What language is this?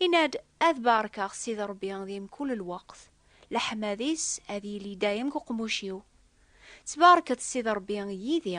Kabyle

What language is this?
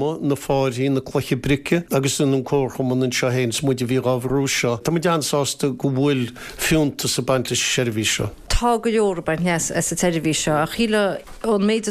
Irish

